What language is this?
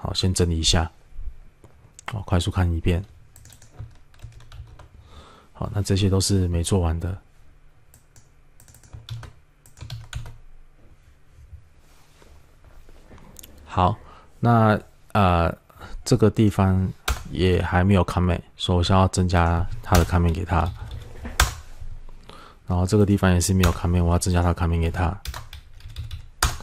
Chinese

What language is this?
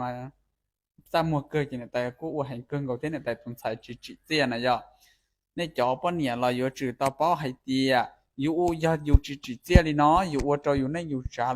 Hmong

